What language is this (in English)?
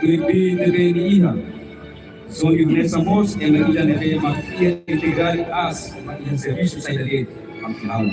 Tetum